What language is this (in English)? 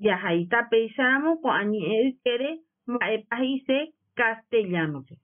Guarani